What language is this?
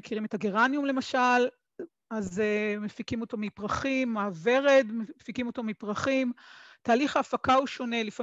Hebrew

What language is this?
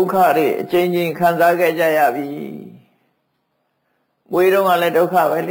Burmese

